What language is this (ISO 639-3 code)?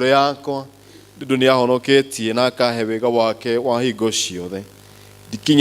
kik